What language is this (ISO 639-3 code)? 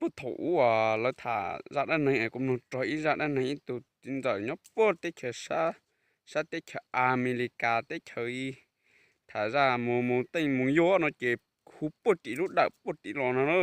hmn